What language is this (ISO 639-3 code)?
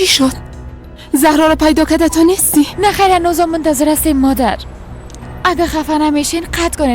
fas